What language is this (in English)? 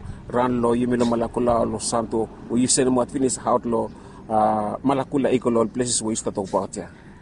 Bislama